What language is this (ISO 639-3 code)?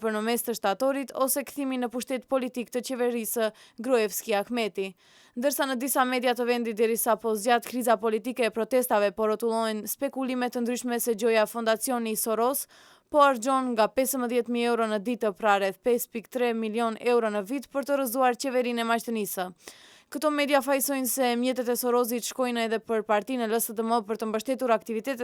sqi